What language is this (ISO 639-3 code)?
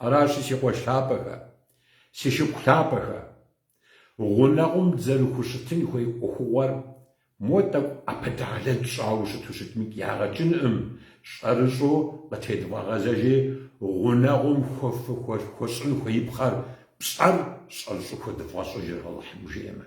kbd